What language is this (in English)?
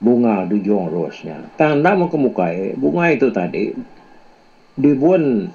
Iban